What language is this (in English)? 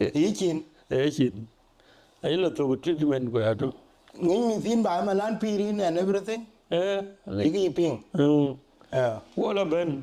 Dinka